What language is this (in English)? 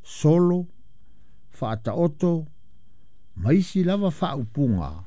Samoan